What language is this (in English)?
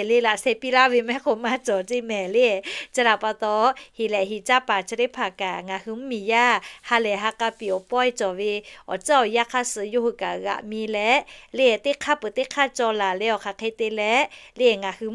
Lahu